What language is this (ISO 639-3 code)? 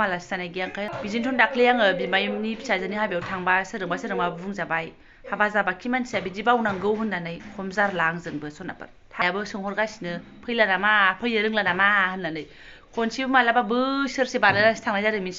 brx